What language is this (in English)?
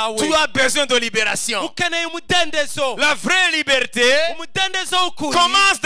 Kinyarwanda